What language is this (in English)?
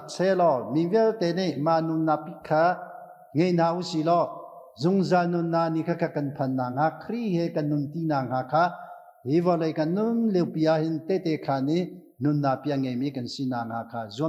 Hakha Chin